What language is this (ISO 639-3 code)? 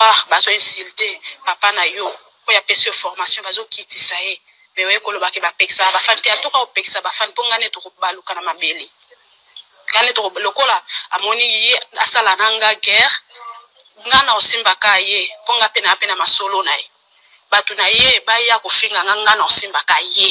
lin